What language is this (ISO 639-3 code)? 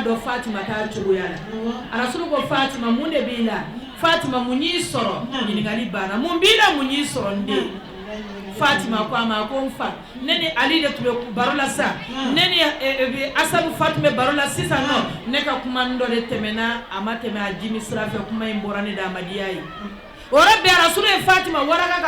bam